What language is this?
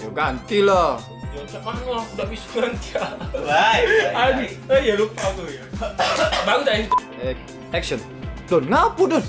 Musi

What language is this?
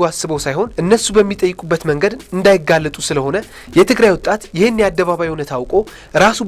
Amharic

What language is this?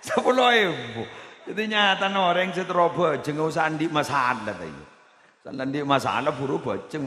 Madurese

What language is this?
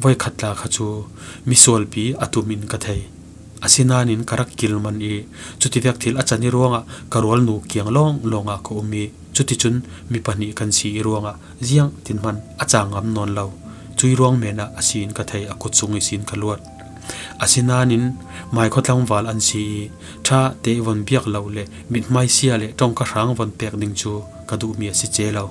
Falam Chin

